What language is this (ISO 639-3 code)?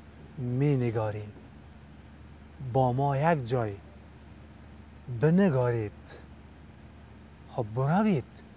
fas